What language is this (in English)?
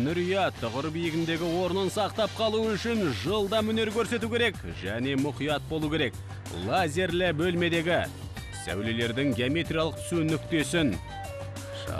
Kazakh